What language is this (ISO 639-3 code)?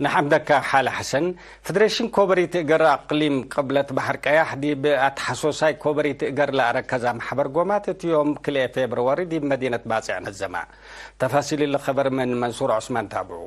tig